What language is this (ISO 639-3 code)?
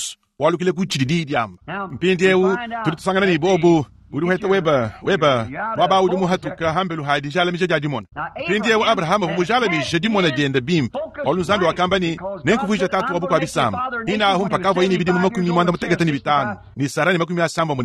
lua